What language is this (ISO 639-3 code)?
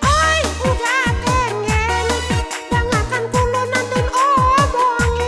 min